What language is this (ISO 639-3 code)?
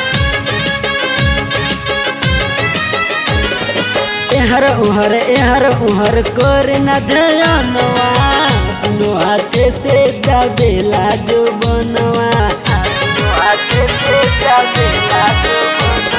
bho